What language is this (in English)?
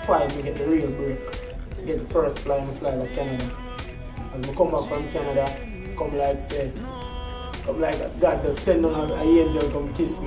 Jamaican Creole English